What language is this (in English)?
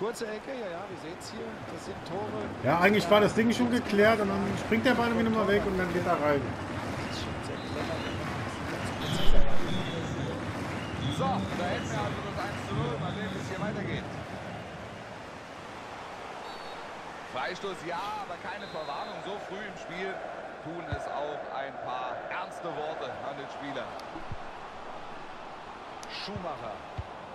German